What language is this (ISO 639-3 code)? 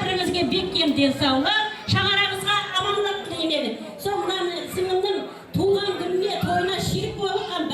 kaa